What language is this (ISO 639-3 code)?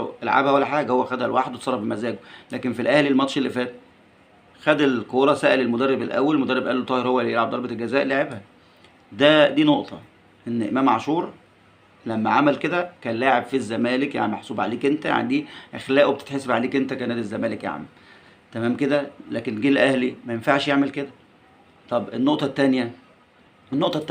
arz